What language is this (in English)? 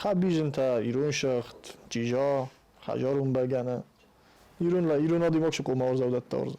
Ossetic